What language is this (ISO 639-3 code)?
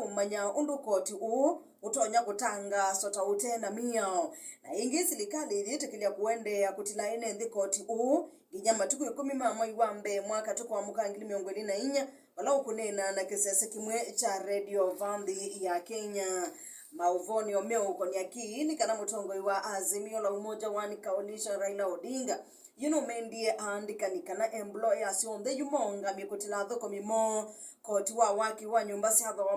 kam